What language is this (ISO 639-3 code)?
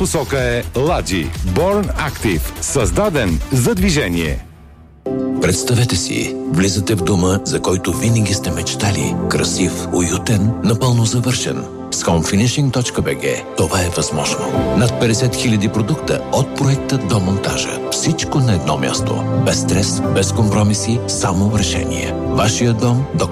bul